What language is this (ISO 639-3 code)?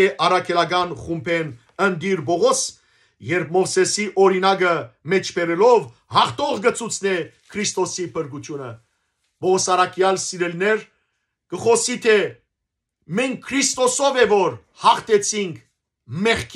hyw